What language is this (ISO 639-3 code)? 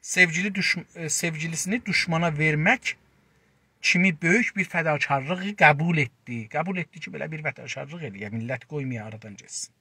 azb